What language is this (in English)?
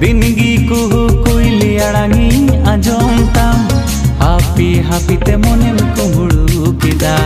Santali